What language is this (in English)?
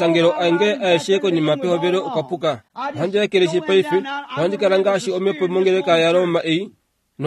Kuanyama